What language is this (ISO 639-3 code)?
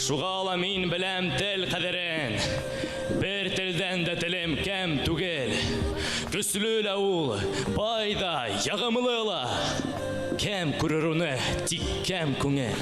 bak